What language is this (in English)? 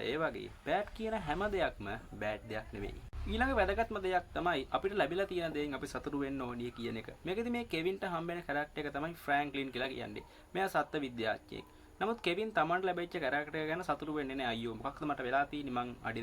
Sinhala